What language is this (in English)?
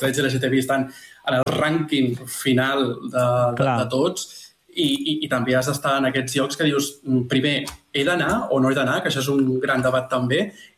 Catalan